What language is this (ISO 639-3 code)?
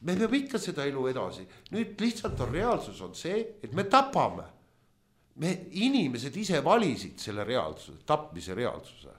est